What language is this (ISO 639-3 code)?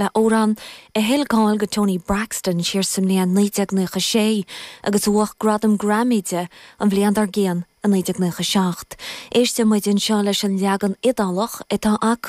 gle